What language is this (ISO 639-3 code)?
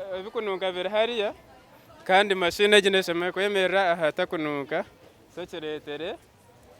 nyn